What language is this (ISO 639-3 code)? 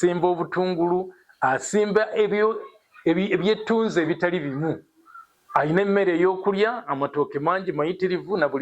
lug